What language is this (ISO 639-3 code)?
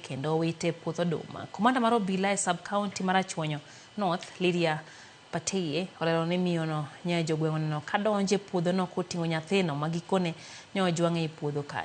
luo